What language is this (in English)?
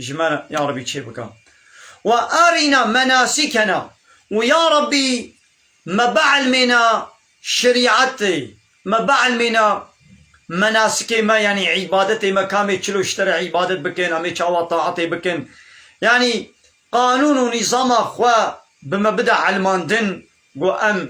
Kurdish